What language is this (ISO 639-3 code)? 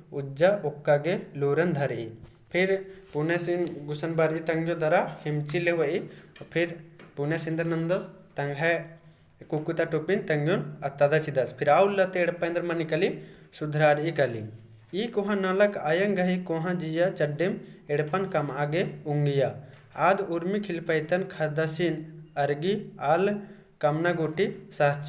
kru